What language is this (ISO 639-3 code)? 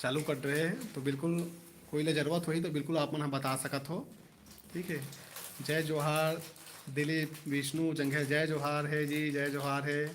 hne